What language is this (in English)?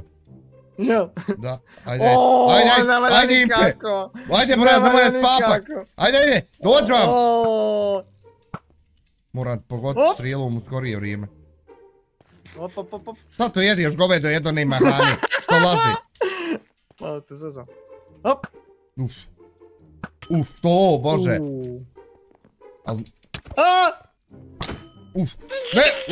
Bosnian